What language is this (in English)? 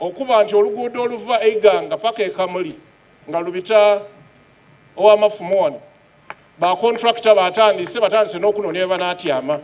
Soga